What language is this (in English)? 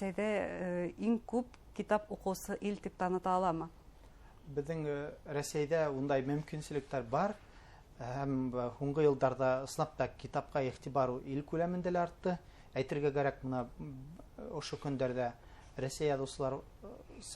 Bashkir